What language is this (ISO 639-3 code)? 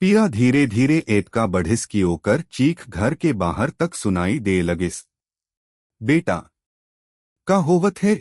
hne